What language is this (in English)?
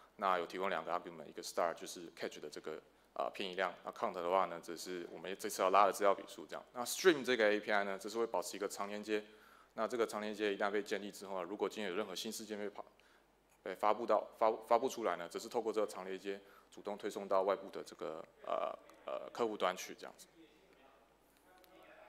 Chinese